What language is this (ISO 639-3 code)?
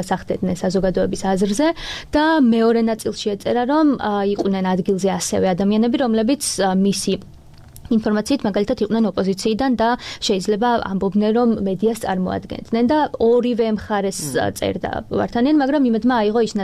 kat